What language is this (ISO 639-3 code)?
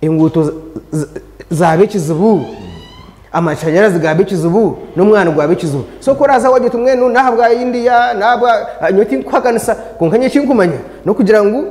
nyn